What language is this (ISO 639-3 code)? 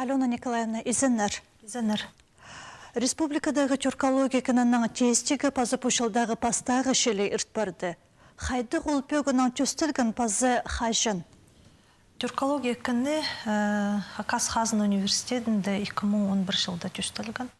kjh